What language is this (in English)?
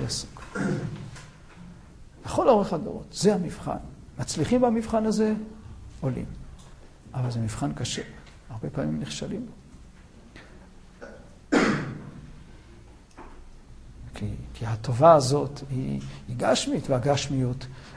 Hebrew